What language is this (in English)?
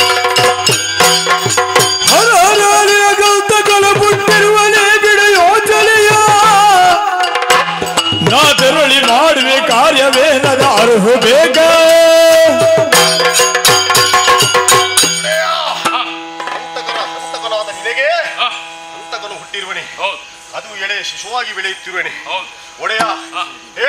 Kannada